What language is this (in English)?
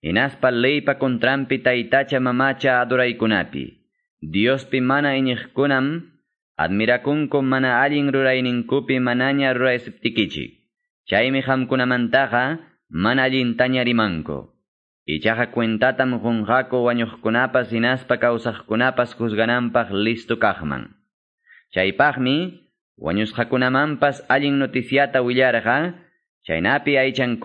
Quechua